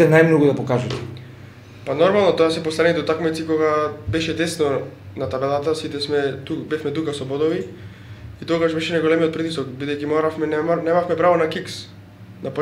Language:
Macedonian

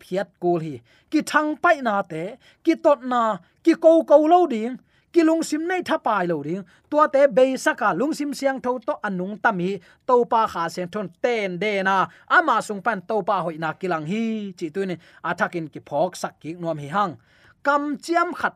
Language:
Tedim Chin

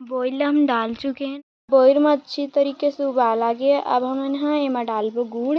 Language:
Chhattisgarhi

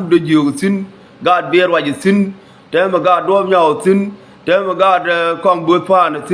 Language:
Nuer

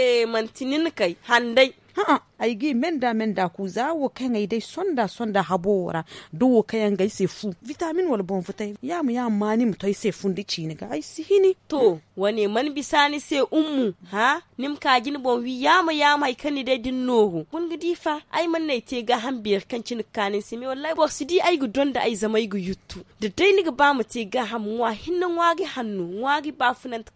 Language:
Zarma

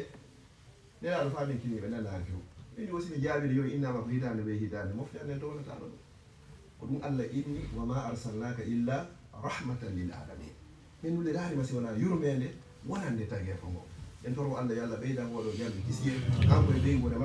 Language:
Fula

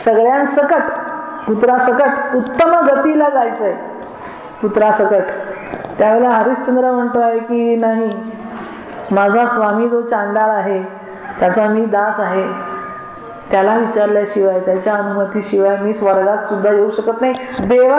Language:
Marathi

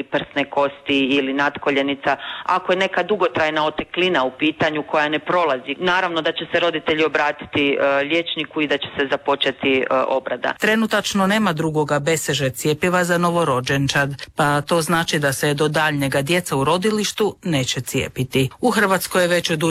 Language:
Croatian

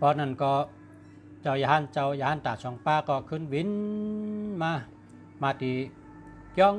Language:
Shan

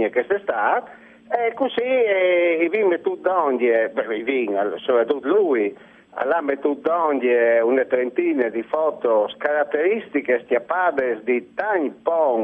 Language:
Friulian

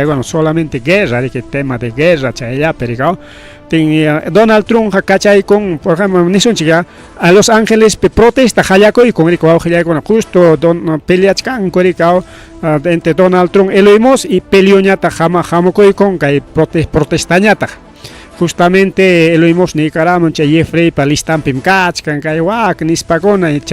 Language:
Ayacucho Quechua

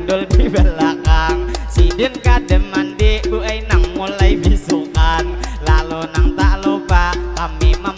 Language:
Banjar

